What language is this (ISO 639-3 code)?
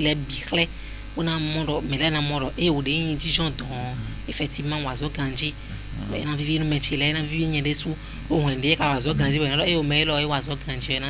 fon